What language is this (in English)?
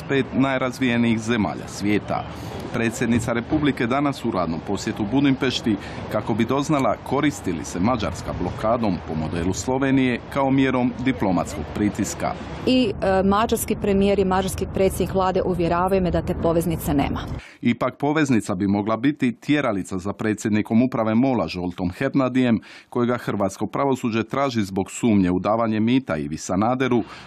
Croatian